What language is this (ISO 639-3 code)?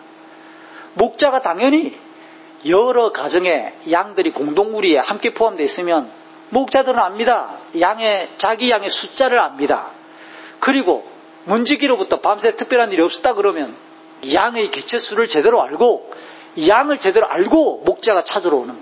kor